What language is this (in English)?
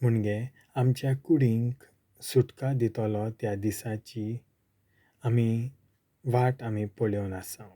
Konkani